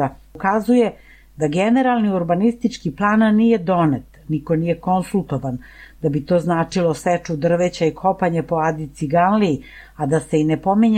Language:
Serbian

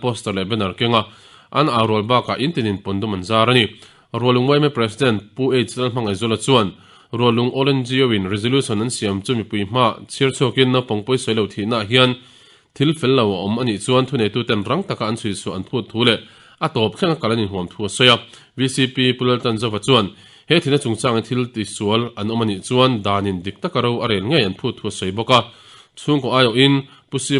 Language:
Mizo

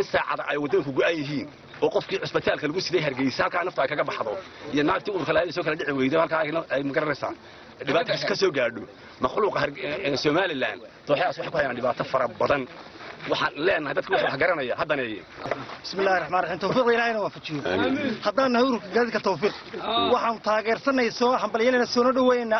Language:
Somali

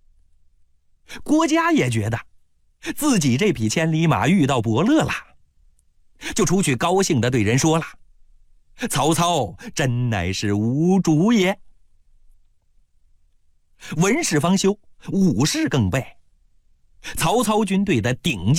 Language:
Chinese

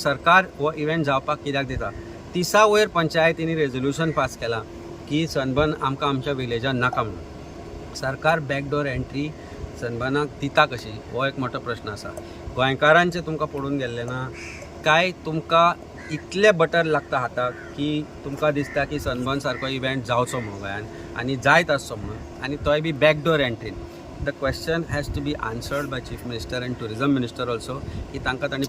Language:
Konkani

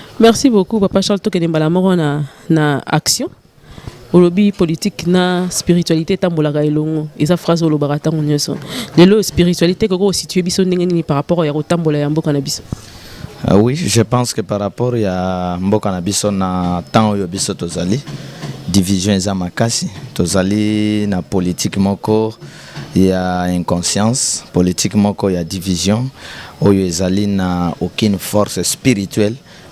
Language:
Lingala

